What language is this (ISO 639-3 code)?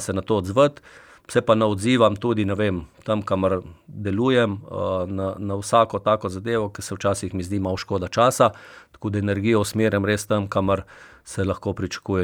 slv